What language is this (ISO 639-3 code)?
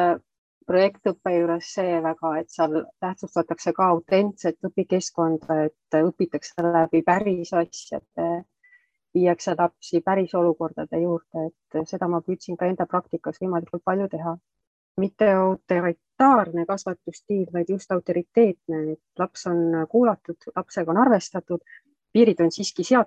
est